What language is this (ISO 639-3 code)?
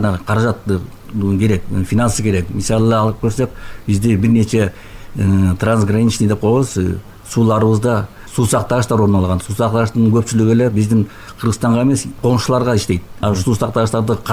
kir